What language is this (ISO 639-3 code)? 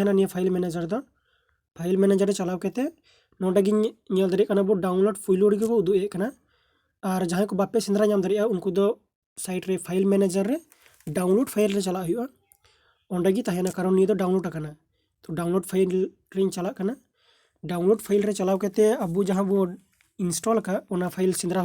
sat